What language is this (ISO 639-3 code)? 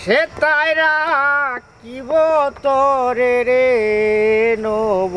syl